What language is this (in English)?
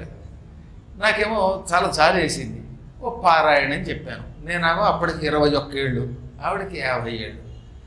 Telugu